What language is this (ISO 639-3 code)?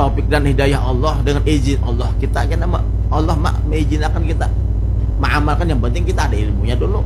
bjn